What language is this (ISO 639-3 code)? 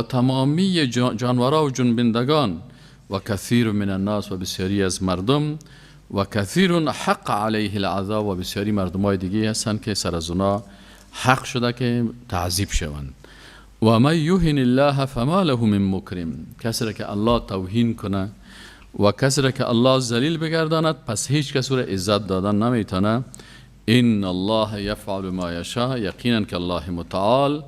fas